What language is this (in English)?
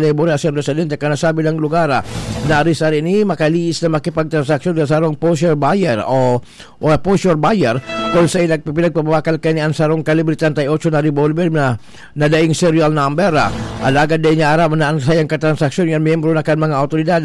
Bikol